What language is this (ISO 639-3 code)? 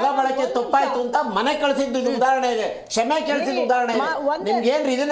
kan